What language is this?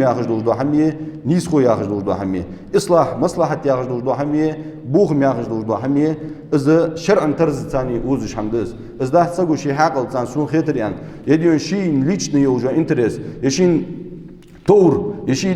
Ingush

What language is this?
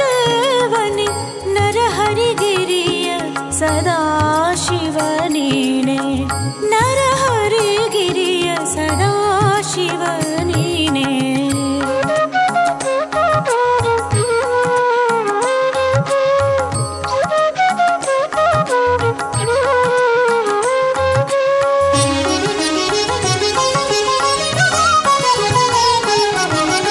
Kannada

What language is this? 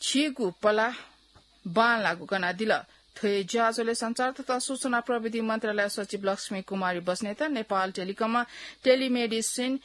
Newari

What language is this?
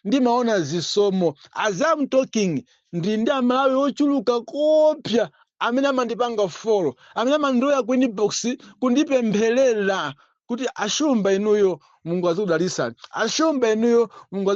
Nyanja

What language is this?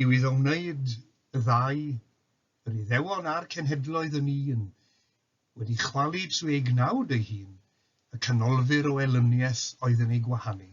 Welsh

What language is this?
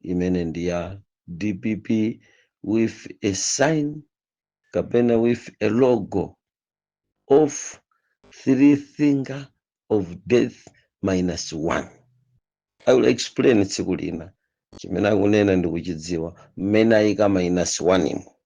Nyanja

